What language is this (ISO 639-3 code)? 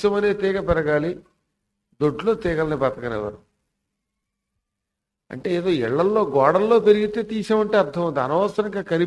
tel